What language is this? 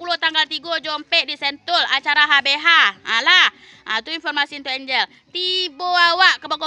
Minangkabau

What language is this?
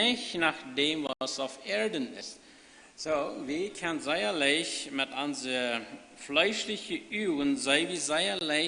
Plautdietsch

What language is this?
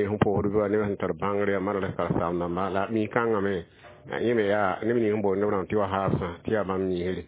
Mossi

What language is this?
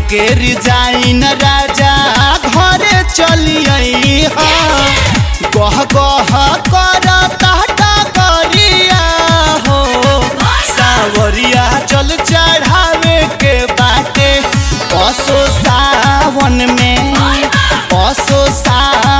Bhojpuri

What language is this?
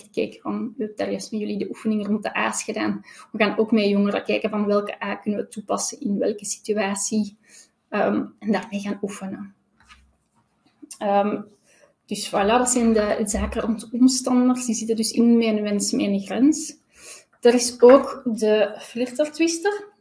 Dutch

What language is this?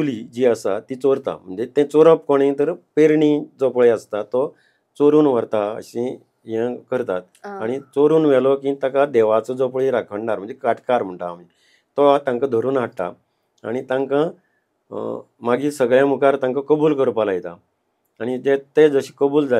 Konkani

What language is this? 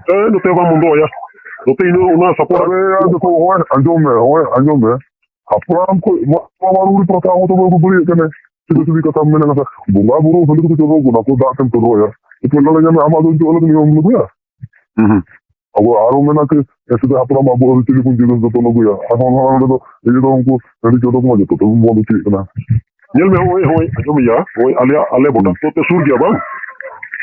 Santali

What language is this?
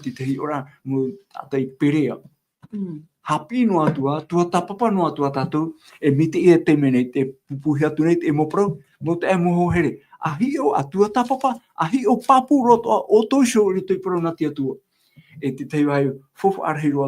Tahitian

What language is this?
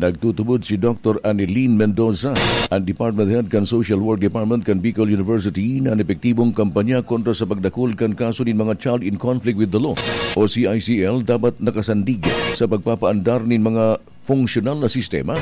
Bikol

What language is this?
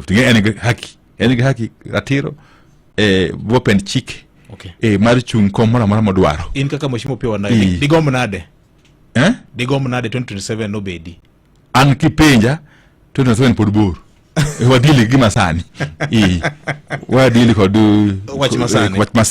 Luo (Kenya and Tanzania)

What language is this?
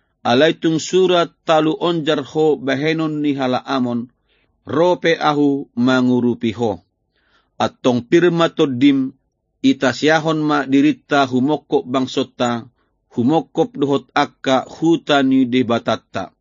Batak Toba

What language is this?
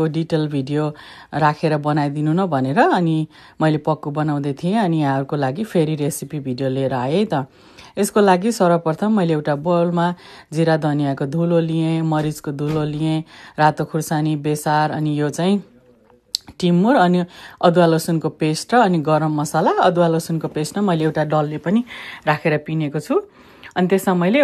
Nepali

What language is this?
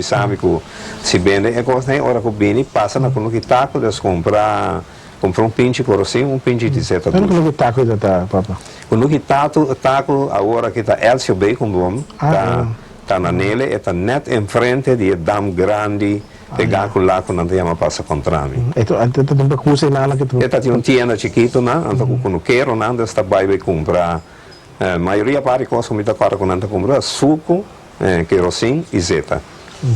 Papiamento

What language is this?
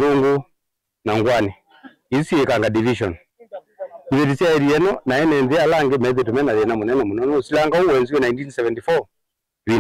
Kamba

